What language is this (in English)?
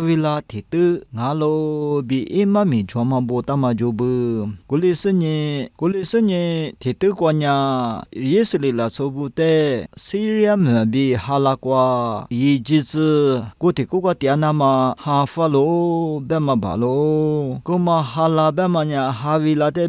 Lisu